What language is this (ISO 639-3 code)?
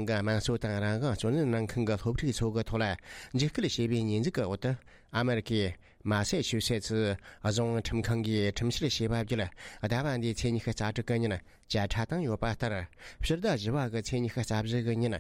bod